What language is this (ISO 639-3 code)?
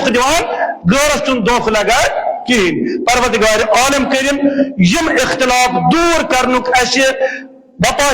kas